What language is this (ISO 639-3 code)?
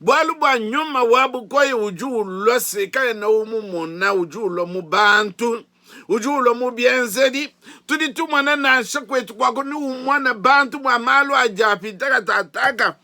lua